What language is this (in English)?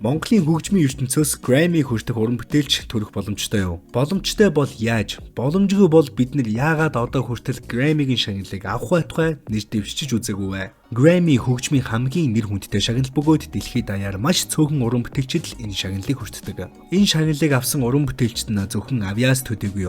Mongolian